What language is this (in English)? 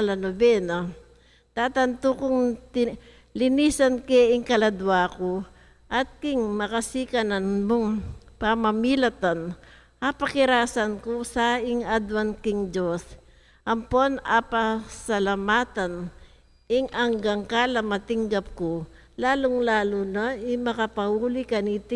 Pampanga